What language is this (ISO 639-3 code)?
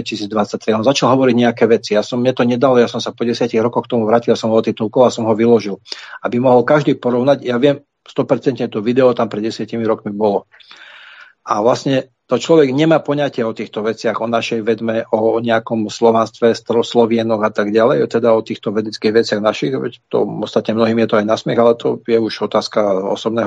slk